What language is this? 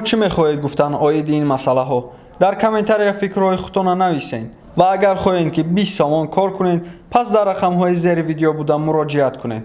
Tajik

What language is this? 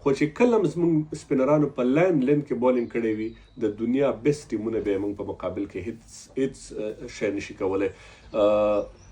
Pashto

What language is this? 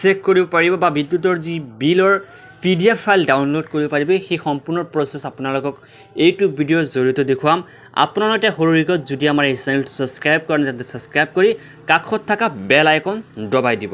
Assamese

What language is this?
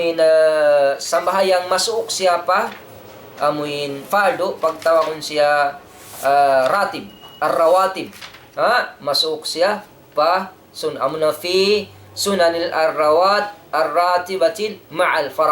Tausug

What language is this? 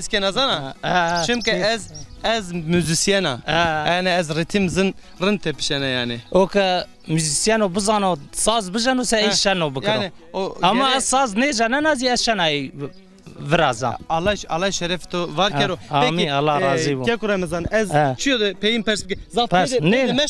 Zaza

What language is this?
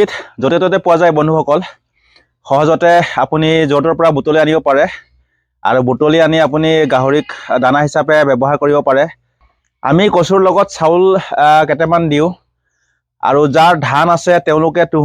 Assamese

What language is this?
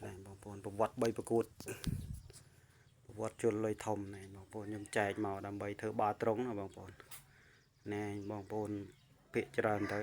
Khmer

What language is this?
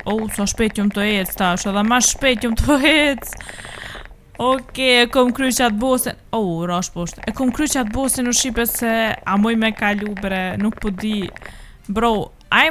Albanian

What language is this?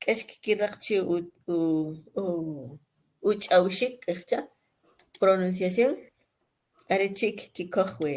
Kʼicheʼ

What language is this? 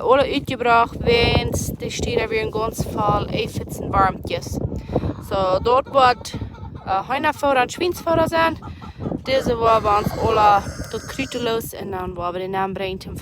Plautdietsch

